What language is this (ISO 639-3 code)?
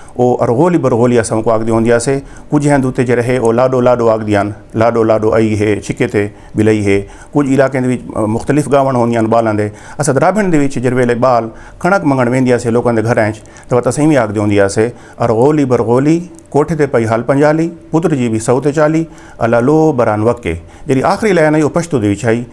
skr